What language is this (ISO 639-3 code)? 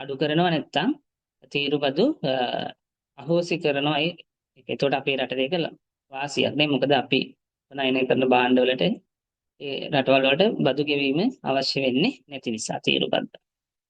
sin